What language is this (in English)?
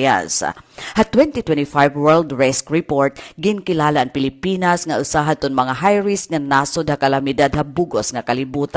Waray